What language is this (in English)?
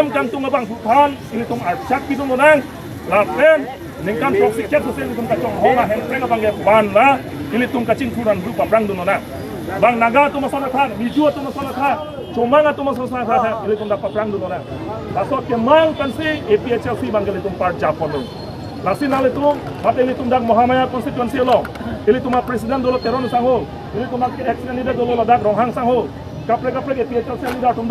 Karbi